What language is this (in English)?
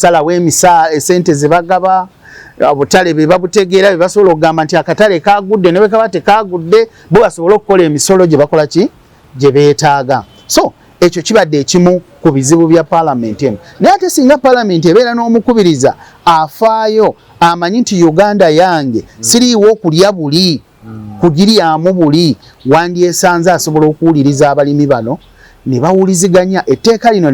Ganda